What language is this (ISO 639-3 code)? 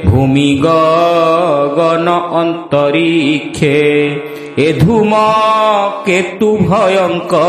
ori